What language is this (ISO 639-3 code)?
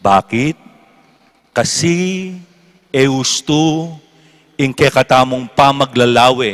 pam